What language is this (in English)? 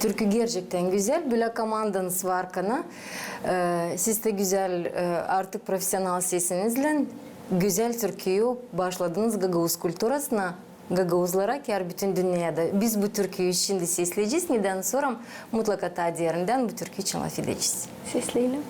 Gagauz